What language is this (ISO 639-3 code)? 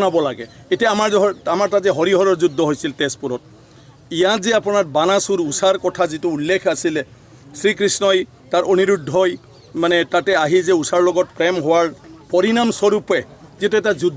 asm